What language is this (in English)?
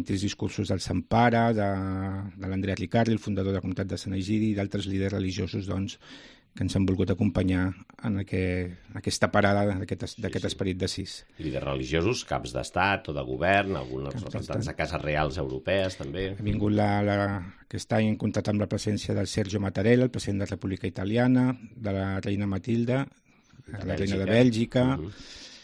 Catalan